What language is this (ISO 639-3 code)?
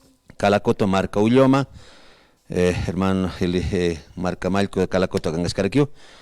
aym